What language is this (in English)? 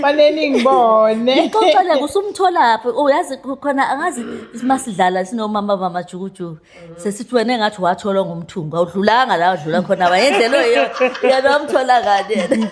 Zulu